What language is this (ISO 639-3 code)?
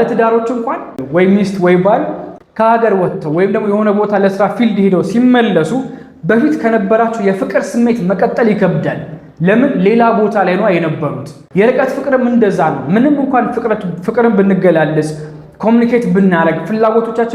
amh